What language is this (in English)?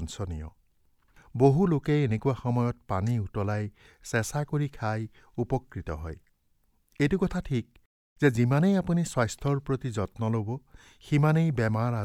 Assamese